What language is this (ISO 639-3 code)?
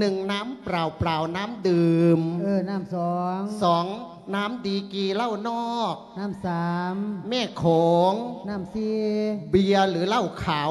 lao